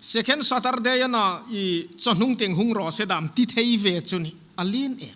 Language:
Hmar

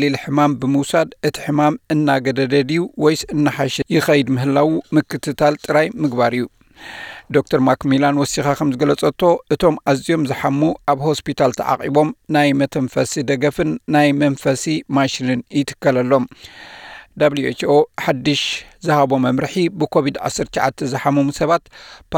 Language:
Tigrinya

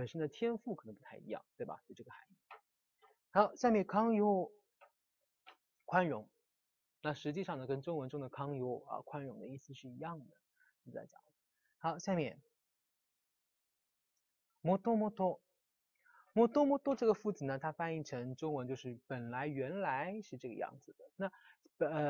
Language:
Chinese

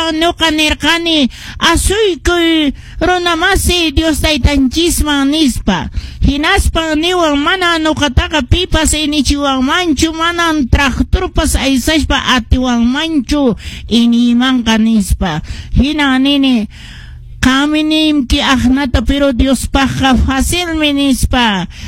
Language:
Quechua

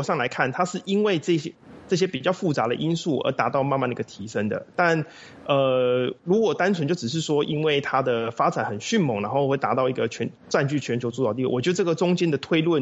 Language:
Chinese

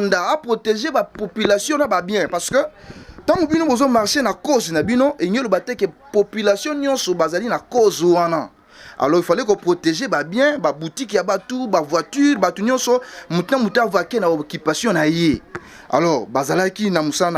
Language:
Lingala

